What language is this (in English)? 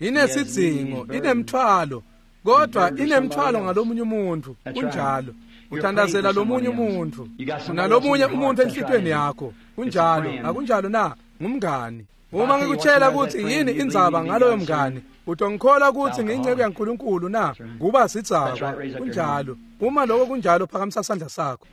Swati